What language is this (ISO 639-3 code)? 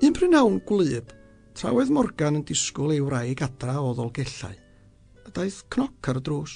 cym